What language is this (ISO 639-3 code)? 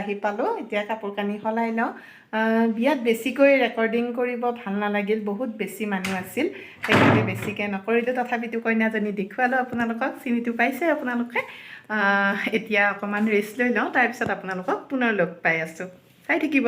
asm